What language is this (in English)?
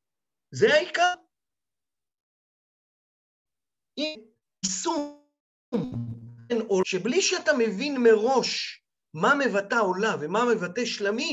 Hebrew